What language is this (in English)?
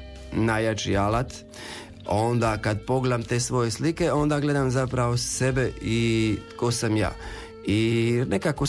Croatian